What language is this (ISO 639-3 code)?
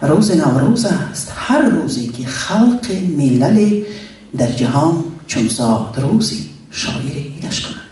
tgk